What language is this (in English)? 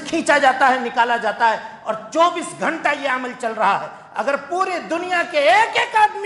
Urdu